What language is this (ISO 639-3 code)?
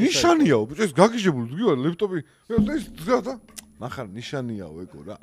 kat